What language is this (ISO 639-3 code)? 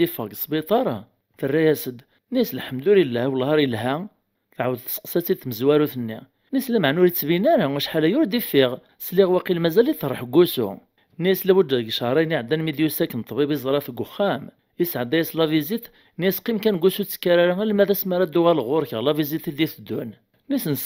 kab